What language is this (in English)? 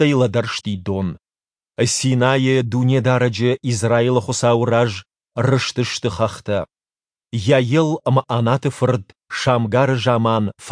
Ossetic